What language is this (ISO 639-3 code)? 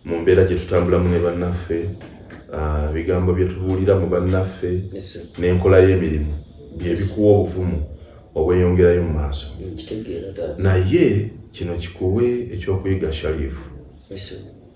lug